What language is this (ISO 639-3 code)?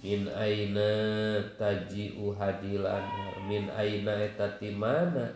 sun